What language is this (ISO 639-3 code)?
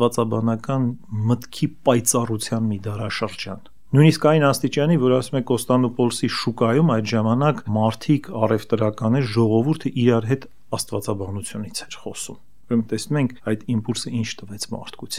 hye